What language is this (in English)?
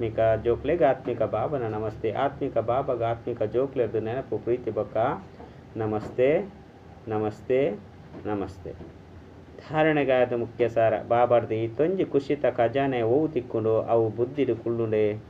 Tulu